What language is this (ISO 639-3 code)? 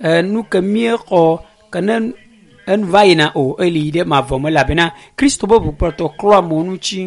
ewe